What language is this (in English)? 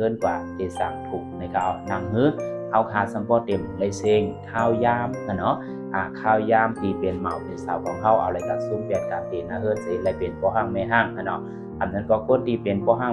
Shan